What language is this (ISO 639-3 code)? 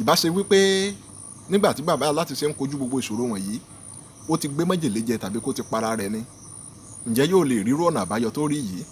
yor